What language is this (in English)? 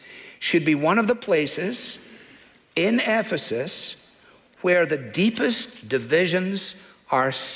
English